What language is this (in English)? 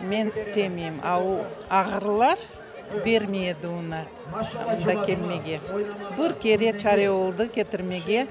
Crimean Tatar